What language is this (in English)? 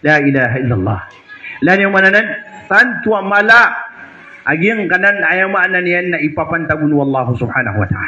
Maranao